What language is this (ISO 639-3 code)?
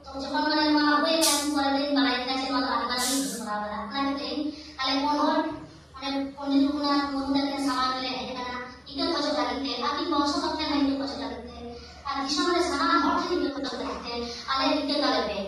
sat